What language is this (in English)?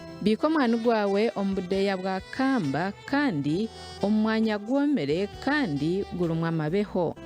Nyankole